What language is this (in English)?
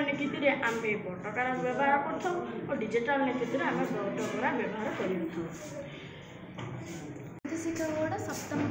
Odia